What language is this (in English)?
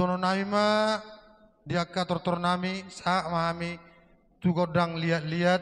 Batak Toba